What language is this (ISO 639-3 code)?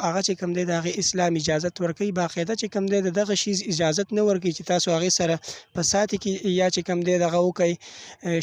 pus